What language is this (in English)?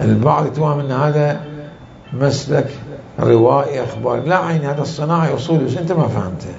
Mesopotamian Arabic